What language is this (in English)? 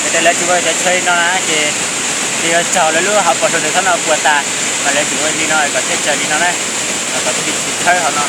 Hmong